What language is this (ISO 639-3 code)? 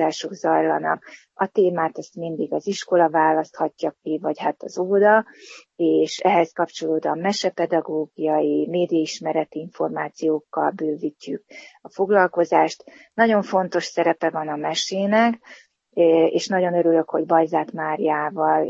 hun